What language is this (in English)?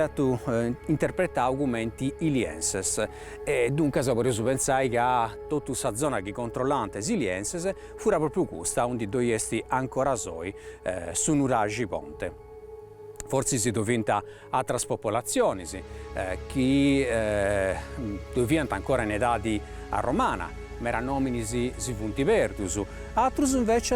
Sardinian